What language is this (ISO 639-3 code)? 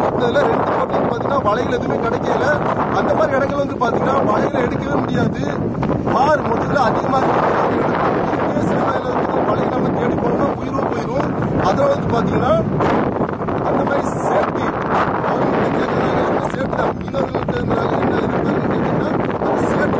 tam